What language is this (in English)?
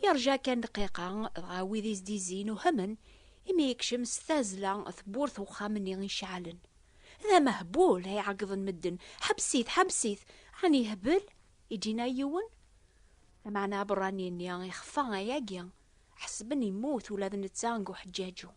Kabyle